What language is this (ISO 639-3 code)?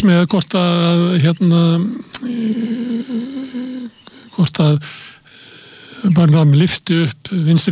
isl